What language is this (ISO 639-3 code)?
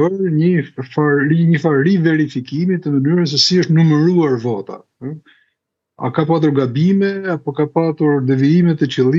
sqi